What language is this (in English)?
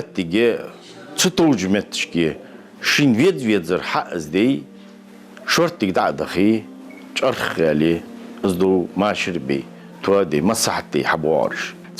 Ingush